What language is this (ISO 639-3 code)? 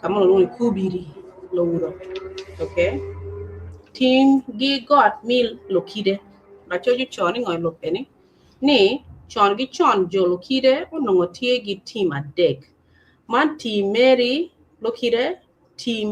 ach